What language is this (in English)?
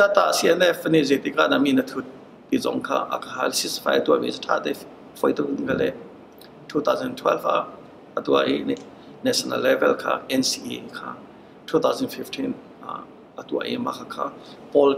Hakha Chin